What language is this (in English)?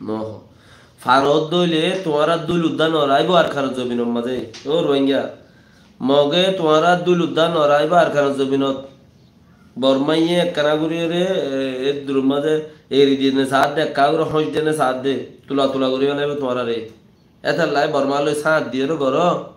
Rohingya